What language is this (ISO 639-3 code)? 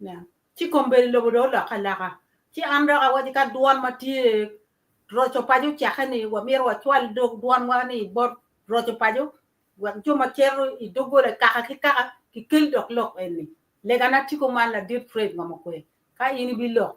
ach